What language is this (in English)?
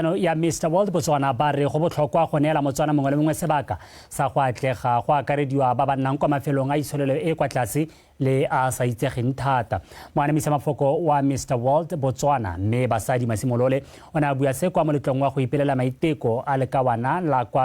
Tswana